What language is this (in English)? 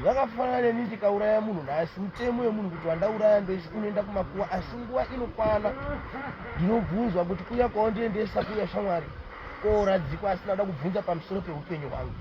Shona